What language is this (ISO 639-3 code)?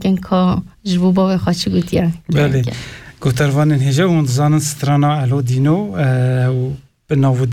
kur